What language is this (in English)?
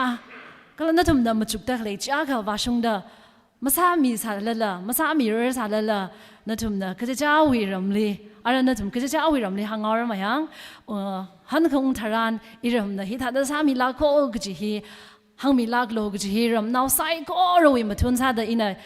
Tangkhul Naga (India)